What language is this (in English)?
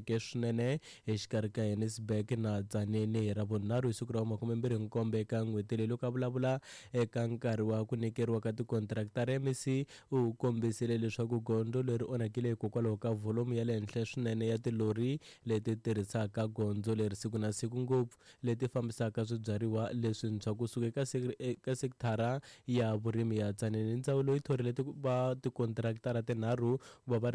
Tsonga